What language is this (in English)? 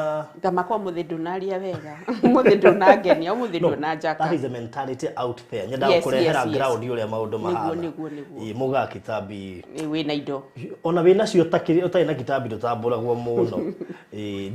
Kikuyu